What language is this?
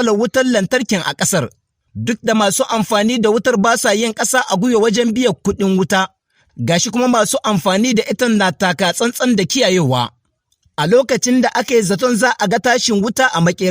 Hausa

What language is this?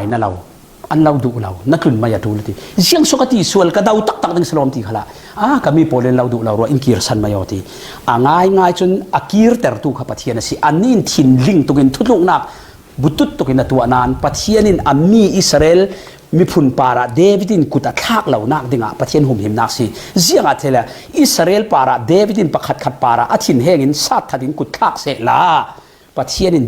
Falam Chin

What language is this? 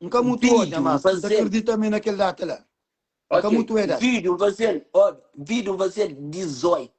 Kabuverdianu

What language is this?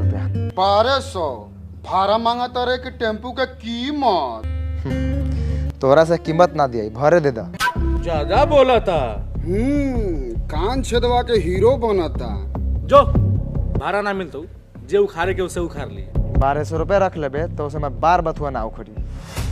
Maithili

